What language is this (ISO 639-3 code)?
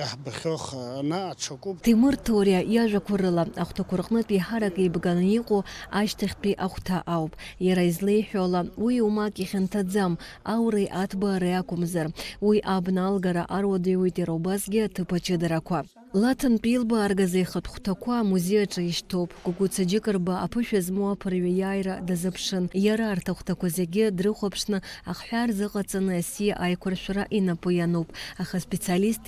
abk